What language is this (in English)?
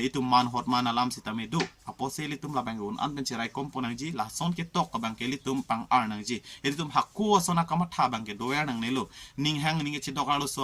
Karbi